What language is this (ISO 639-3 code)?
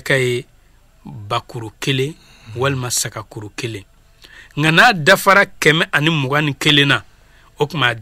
bam